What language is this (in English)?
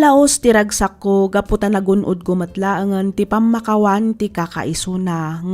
Iloko